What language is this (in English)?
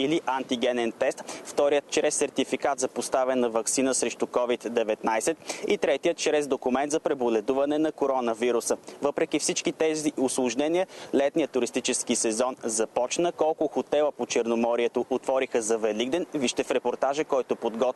Bulgarian